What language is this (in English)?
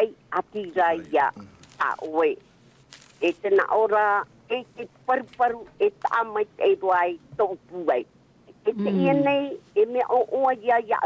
Tahitian